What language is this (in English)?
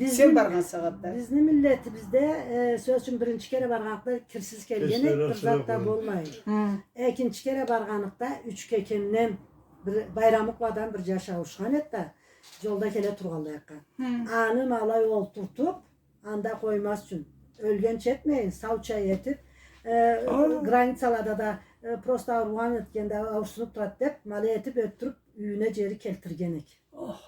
Karachay-Balkar